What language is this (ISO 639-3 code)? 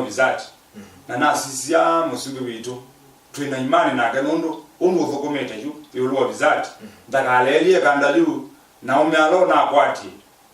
kam